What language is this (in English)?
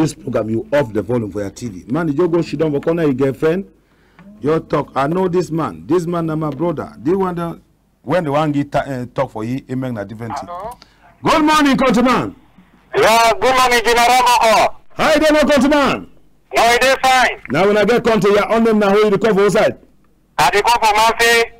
Cameroon Pidgin